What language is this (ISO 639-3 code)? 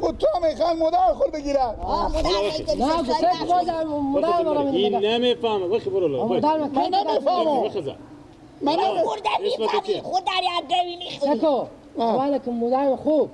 fas